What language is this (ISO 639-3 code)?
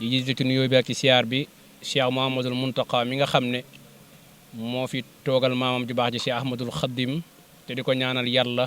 wol